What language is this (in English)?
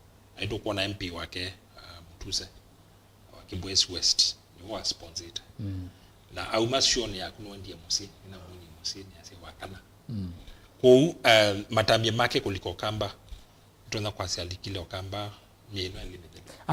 Kamba